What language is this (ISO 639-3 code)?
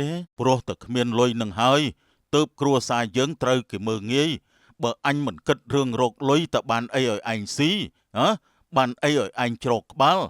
khm